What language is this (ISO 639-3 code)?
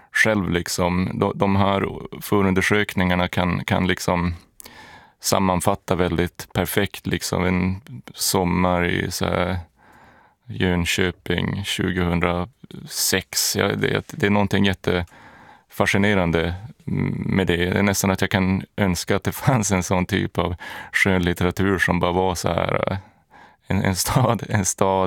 swe